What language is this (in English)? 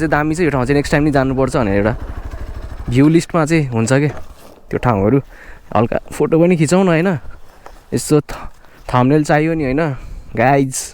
Nepali